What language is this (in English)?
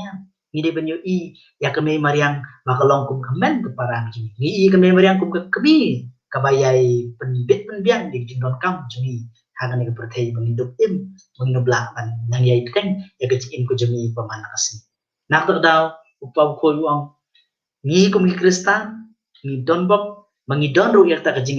Khasi